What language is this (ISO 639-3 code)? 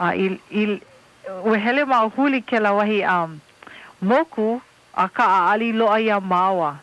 haw